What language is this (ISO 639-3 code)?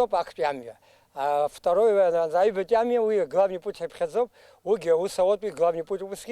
abk